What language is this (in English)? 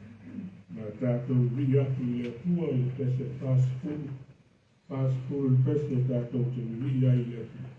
Samoan